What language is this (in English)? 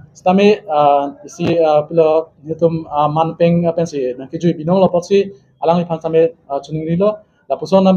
Karbi